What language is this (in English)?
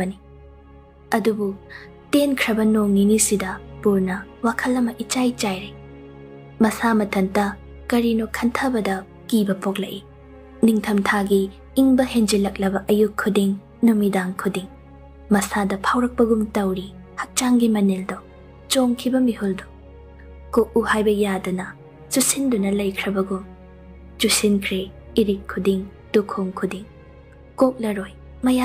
Manipuri